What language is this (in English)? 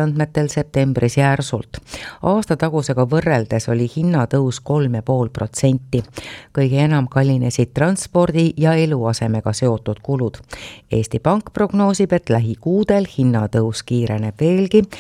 Estonian